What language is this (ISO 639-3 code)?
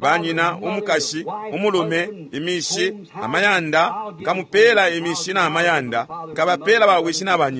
bem